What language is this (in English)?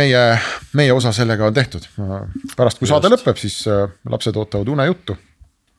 Estonian